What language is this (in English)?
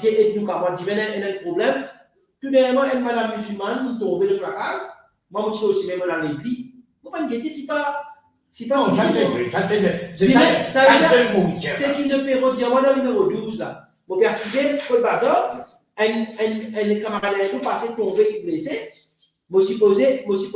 Morisyen